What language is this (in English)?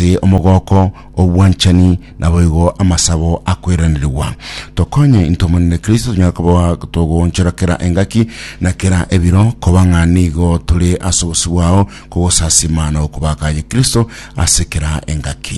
Gusii